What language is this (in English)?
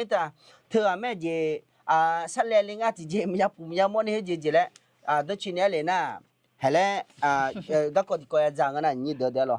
Akha